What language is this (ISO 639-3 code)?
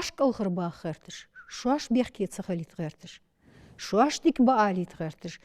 inh